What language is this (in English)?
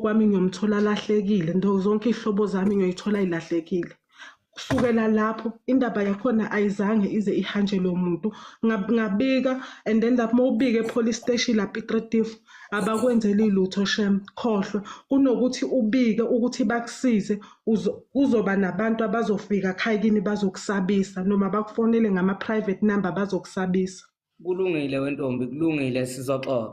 Zulu